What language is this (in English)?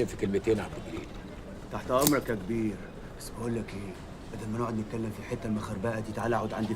Egyptian Arabic